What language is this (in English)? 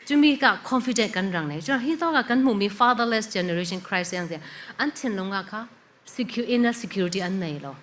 Falam Chin